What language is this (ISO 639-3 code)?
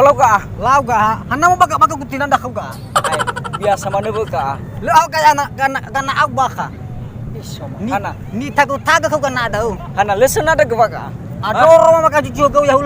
nia